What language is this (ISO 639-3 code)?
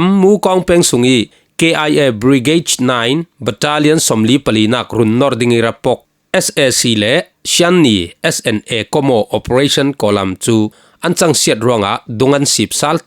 cfm